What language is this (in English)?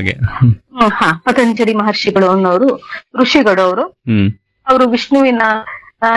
Kannada